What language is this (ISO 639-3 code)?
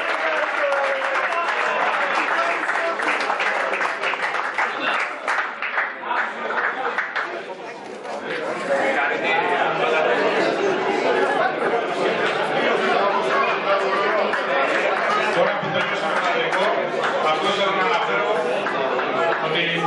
ell